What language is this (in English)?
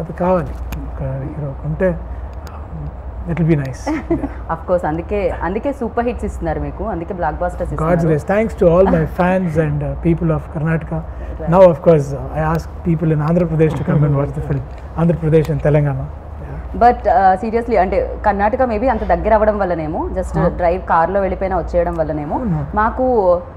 Telugu